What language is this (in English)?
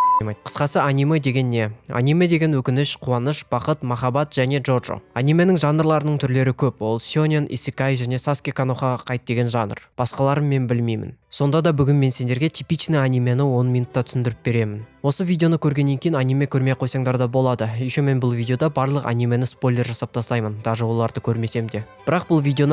Kazakh